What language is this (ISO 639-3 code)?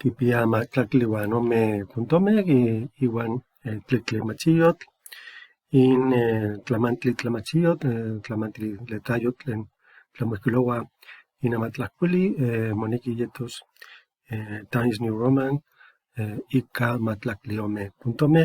nhe